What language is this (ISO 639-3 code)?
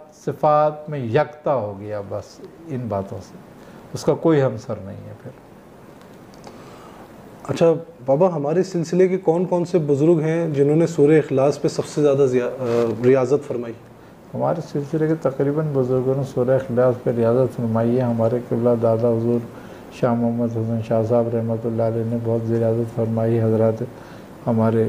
urd